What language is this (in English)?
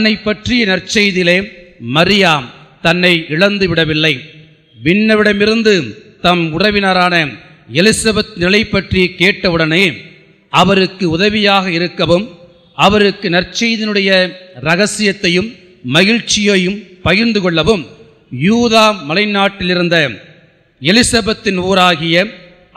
Tamil